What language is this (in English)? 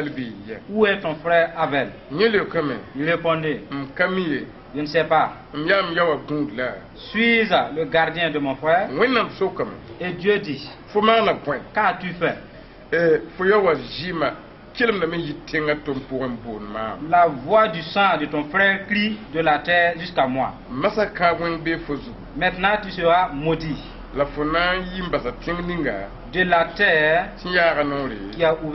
Mossi